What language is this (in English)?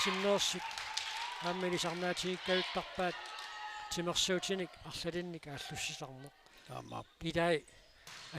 Kalaallisut